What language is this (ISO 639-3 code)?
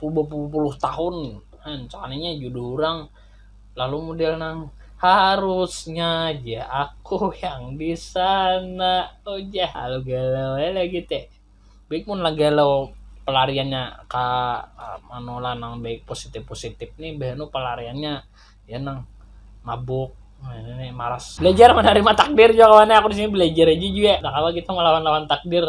bjn